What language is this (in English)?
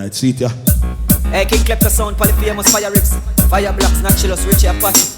Jamaican Creole English